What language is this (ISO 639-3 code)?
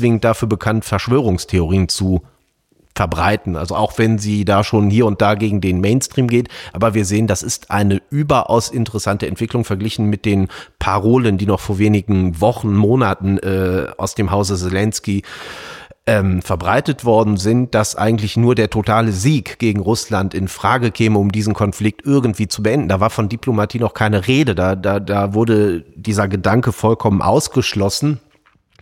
deu